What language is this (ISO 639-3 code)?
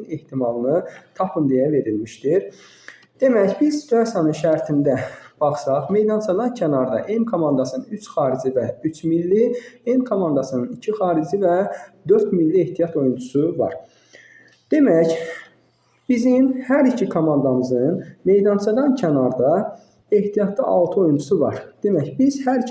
aze